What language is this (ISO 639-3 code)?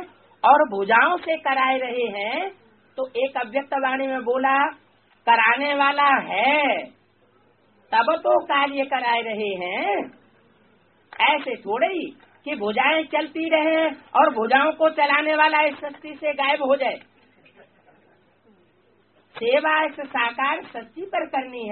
hin